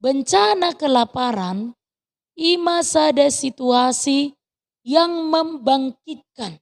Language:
Batak Toba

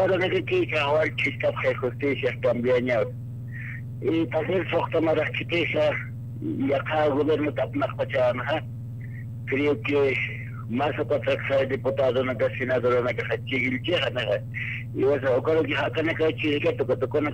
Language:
Aymara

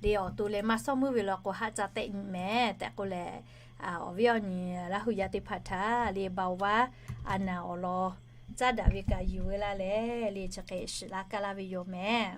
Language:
Lahu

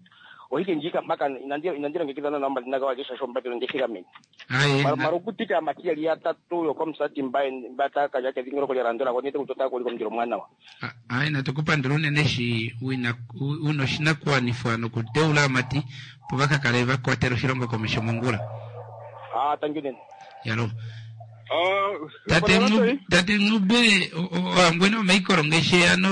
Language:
Swahili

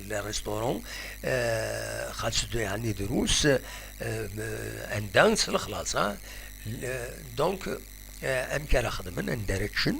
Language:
Kabyle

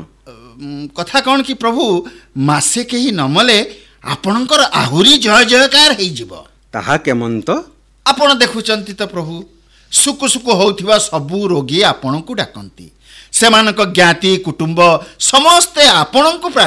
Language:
Odia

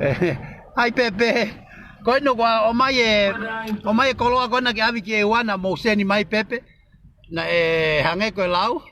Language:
Tongan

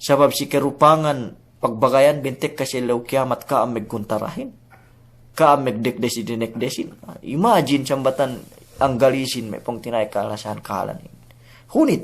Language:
Yakan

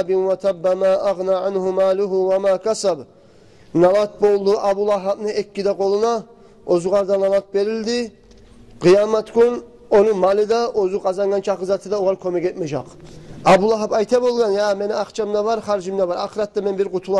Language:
Kumyk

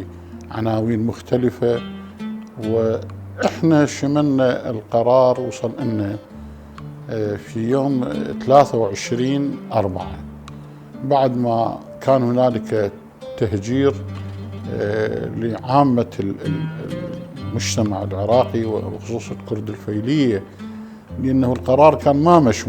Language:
Mesopotamian Arabic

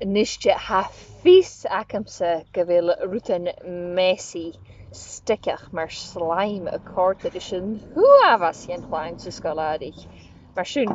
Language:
Scottish Gaelic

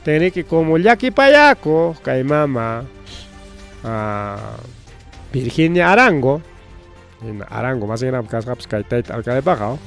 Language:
Ayacucho Quechua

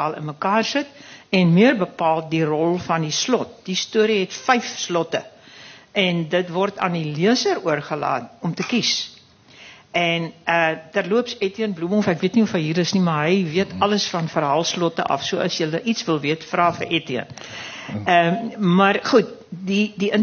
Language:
Afrikaans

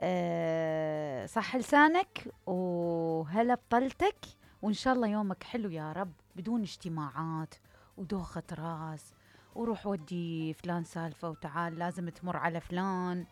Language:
Mesopotamian Arabic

